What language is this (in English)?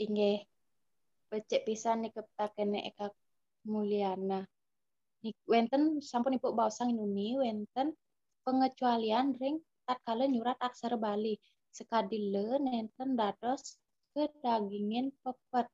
Balinese